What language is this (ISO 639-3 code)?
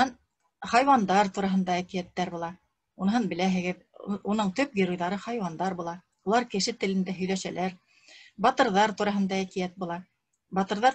bak